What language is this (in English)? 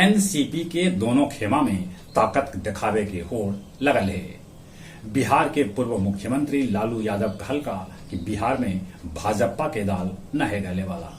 Magahi